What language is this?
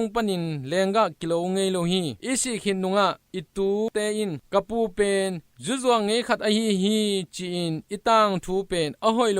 Tedim Chin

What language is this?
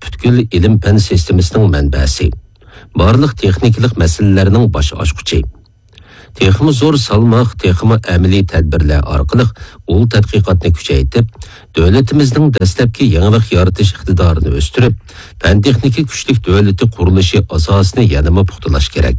Uyghur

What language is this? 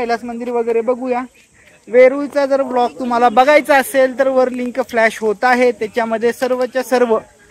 Marathi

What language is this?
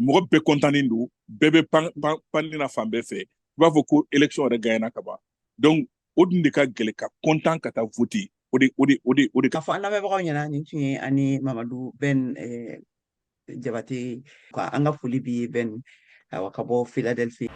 Bambara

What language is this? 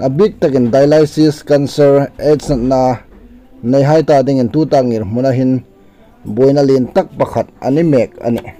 Hmar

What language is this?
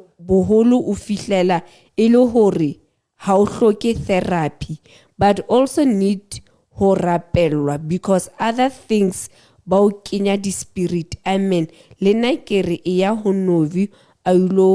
Southern Sotho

